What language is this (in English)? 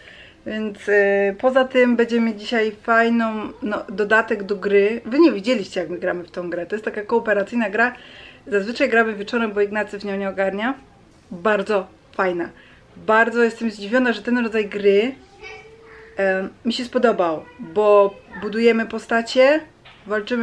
Polish